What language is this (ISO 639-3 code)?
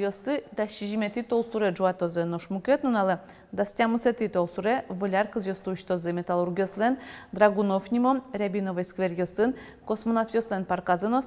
udm